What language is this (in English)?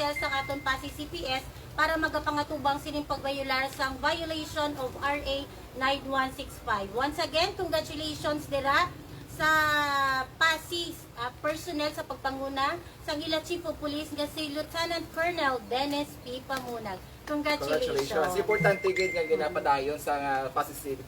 Hiligaynon